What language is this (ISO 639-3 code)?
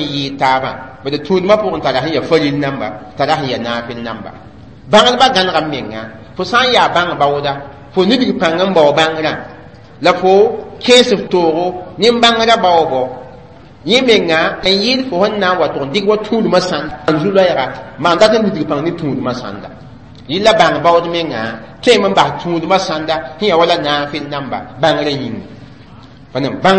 mos